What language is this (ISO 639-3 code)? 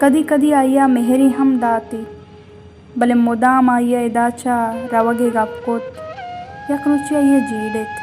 bal